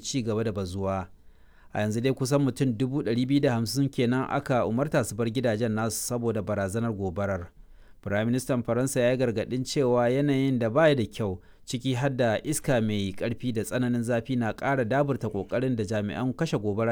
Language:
Hausa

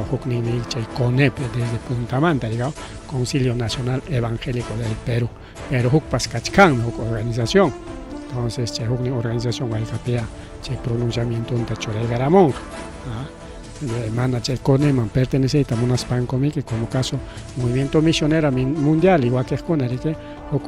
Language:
Ayacucho Quechua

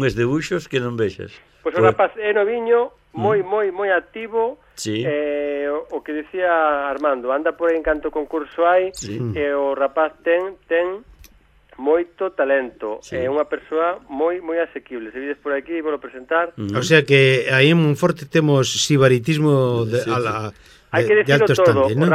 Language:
Galician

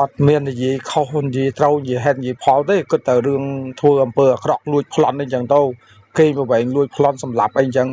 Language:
Khmer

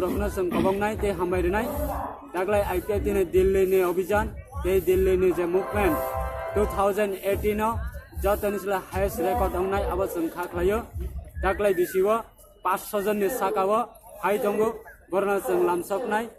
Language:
Kok Borok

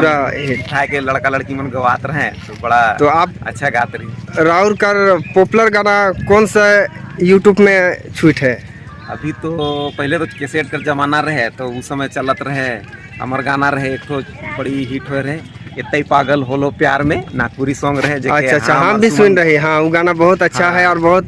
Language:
Sadri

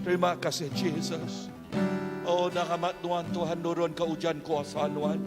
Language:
Iban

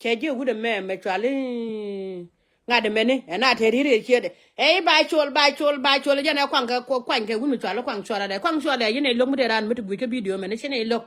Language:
Nuer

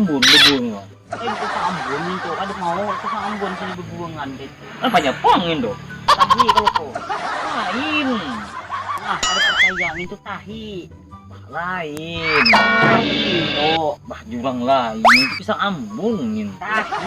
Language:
Banjar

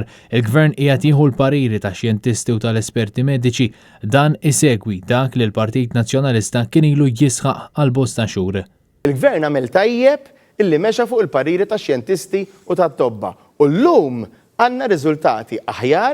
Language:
Maltese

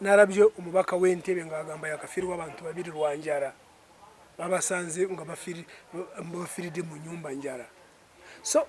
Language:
Ganda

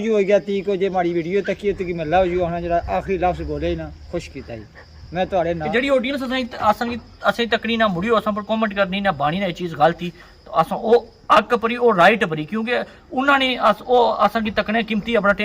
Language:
Pahari-Potwari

